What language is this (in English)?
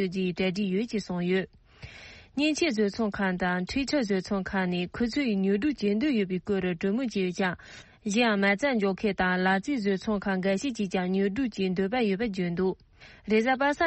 Tibetan